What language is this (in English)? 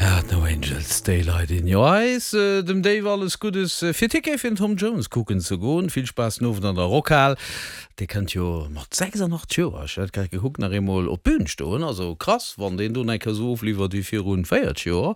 Luxembourgish